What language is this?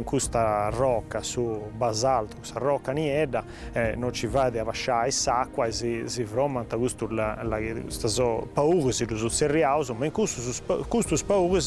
Sardinian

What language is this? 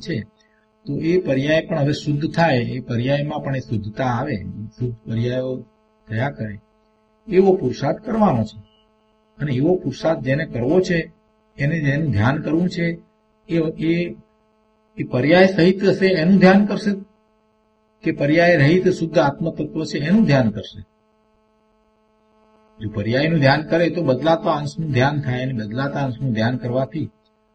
Gujarati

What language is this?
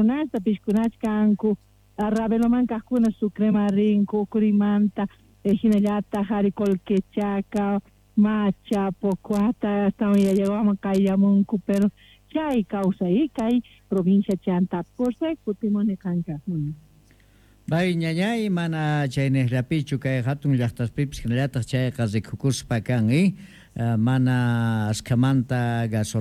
South Bolivian Quechua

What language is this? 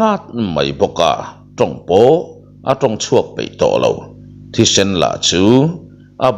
Mizo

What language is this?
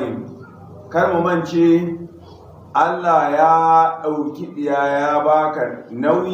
Hausa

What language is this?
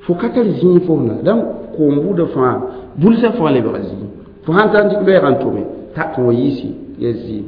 Mossi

